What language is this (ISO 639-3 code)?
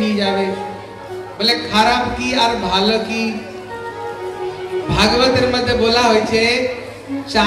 ben